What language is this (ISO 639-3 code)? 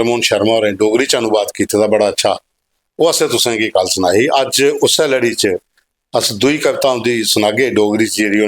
doi